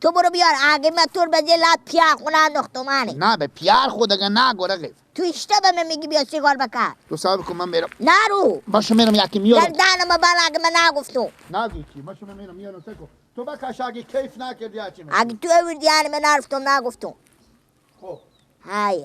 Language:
Persian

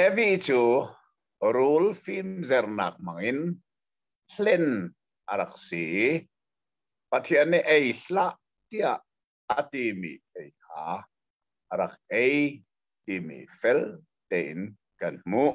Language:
Hakha Chin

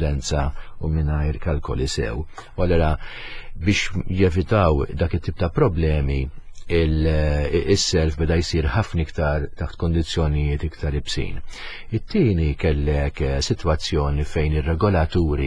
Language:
Maltese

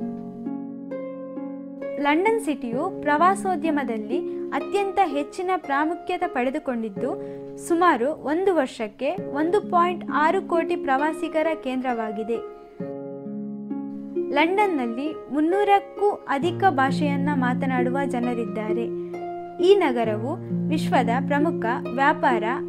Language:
Kannada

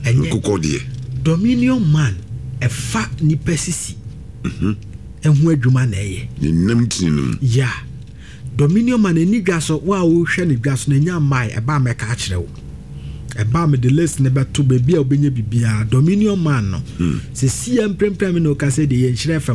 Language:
Akan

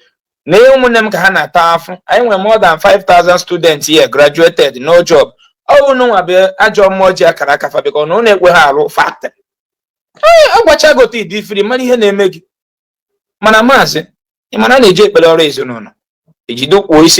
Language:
Igbo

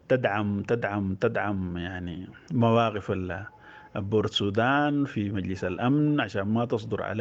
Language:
Sudanese Arabic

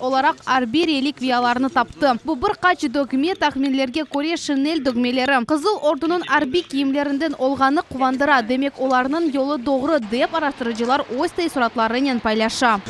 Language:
Crimean Tatar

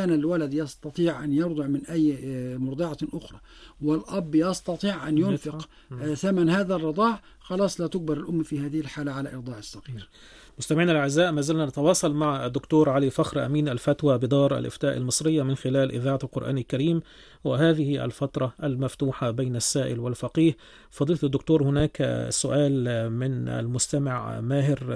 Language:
Arabic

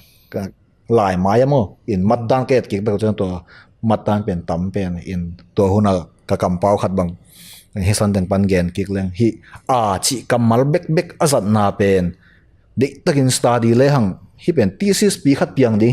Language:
Tedim Chin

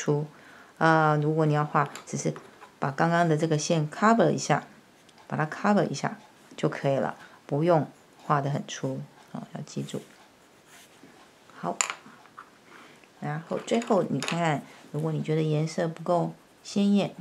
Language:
Chinese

